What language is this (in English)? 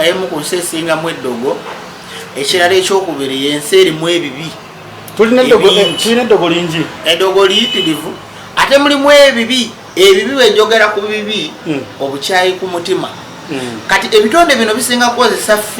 Ganda